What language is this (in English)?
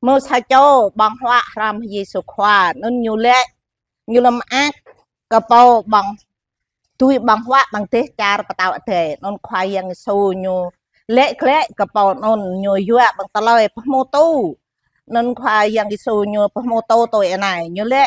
Jarai